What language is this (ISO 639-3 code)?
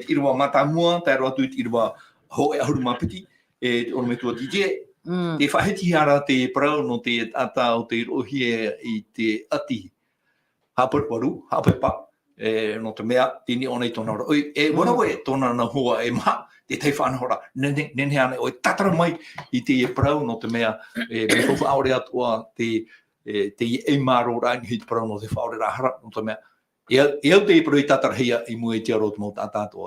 tah